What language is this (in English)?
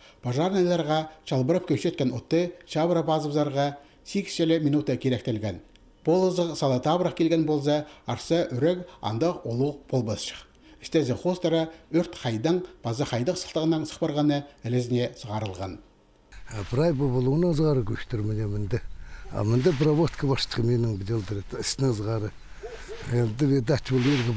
Khakas